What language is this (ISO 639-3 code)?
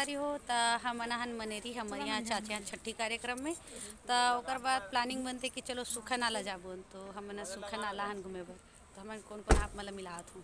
hne